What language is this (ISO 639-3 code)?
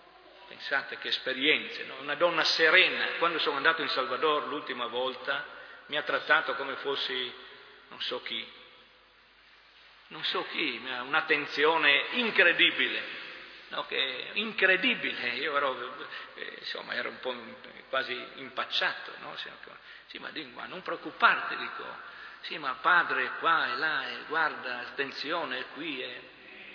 ita